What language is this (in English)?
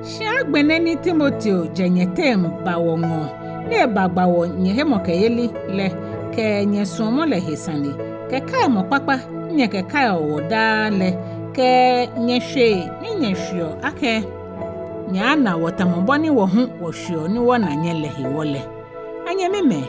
Ga